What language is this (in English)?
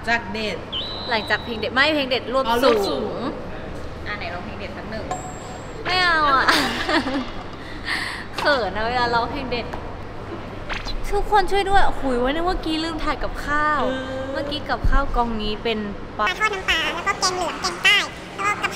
Thai